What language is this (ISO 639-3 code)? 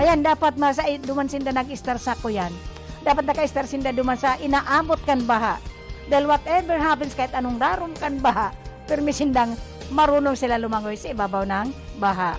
bik